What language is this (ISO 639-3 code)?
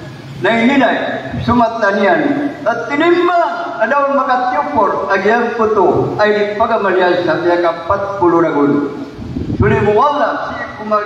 mrw